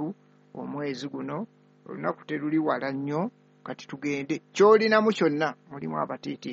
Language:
Ganda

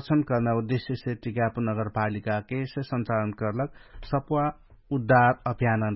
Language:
Dangaura Tharu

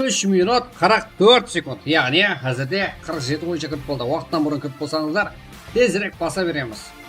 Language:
Kara-Kalpak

